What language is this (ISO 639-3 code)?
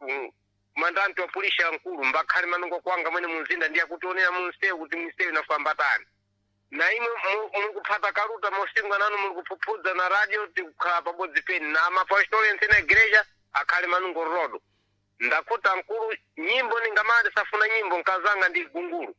seh